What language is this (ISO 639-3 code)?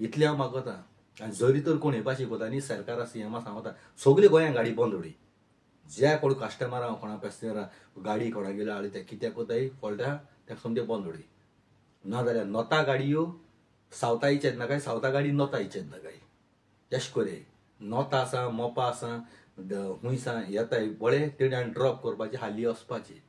kok